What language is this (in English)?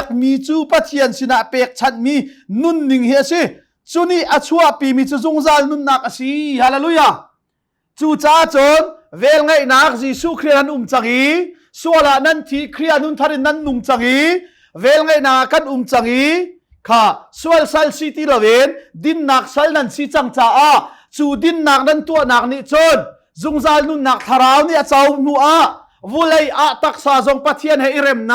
Hakha Chin